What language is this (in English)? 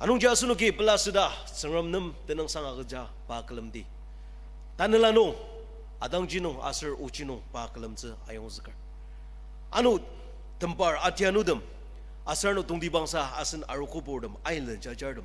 Ao Naga